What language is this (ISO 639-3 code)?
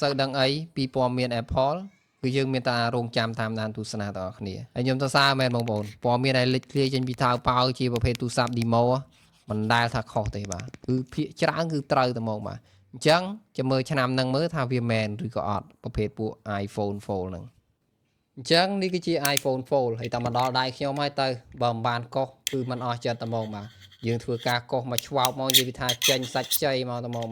khm